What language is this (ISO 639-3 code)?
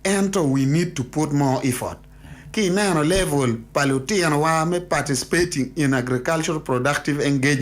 ach